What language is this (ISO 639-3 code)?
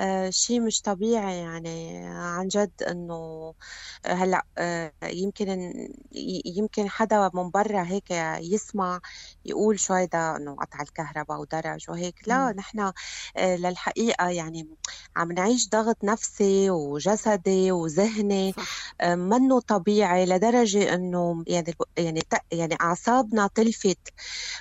apc